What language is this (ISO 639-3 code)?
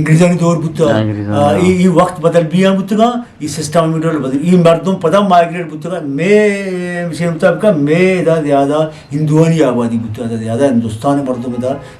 bgp